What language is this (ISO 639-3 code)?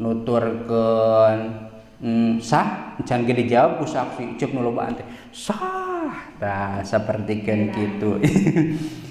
sun